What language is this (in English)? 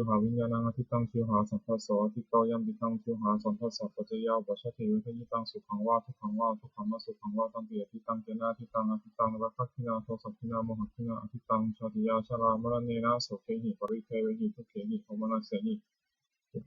Pali